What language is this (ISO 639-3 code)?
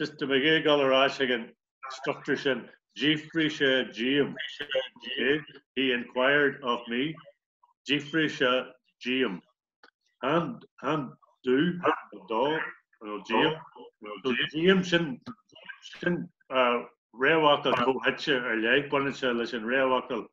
gle